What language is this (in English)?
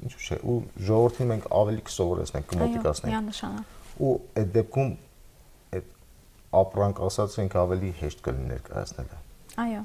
Armenian